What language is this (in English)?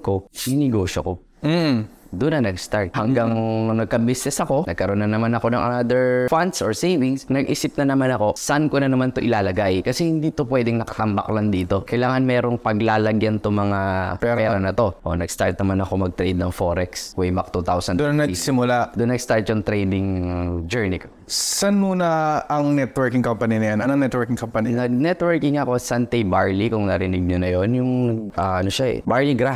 Filipino